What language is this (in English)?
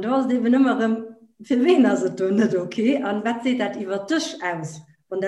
Luxembourgish